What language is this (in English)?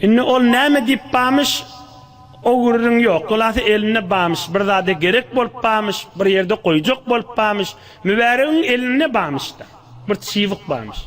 Turkmen